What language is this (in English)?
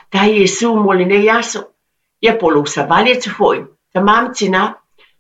Samoan